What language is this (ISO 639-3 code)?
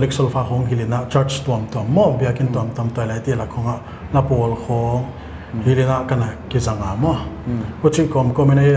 pck